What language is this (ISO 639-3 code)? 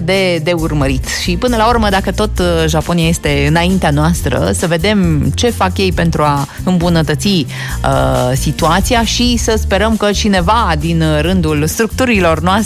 ron